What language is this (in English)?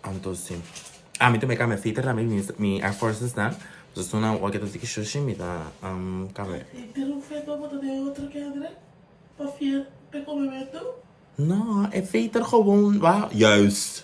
Papiamento